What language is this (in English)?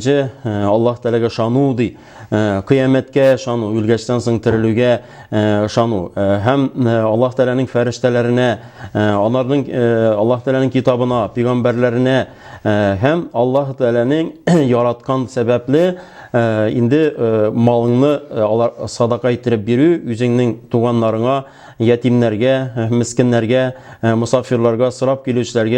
Tatar